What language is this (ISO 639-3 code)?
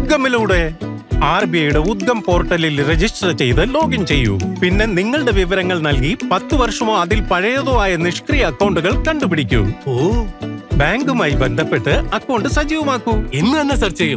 mal